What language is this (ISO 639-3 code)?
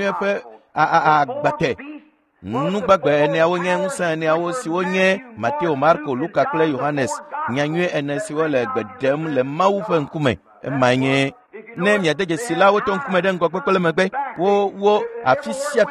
ewe